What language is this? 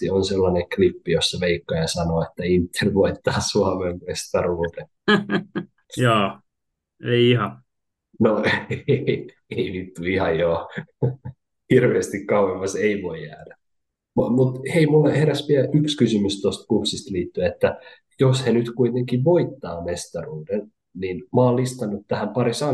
Finnish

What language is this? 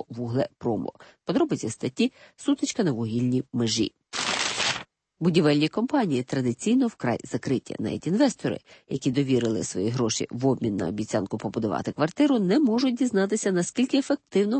Ukrainian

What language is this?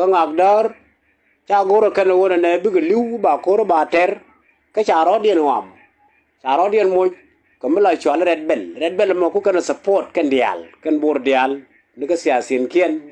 Nuer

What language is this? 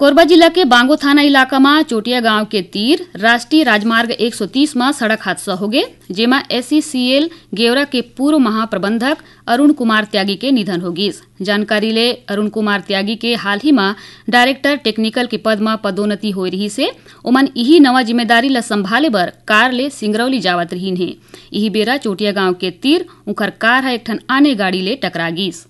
Chhattisgarhi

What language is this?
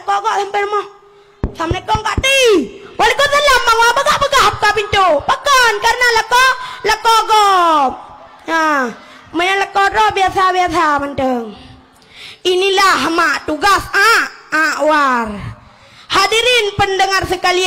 Achinese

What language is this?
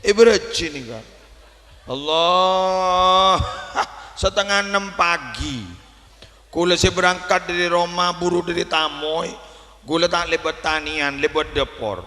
Madurese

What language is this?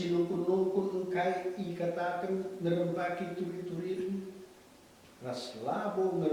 Batak Karo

